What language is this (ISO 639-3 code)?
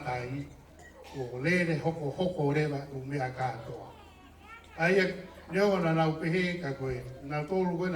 ton